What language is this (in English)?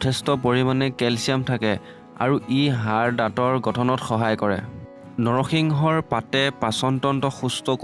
Assamese